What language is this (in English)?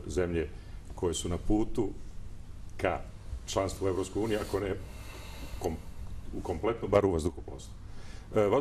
Serbian